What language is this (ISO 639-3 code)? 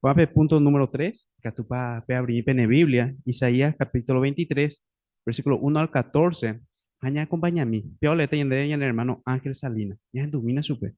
grn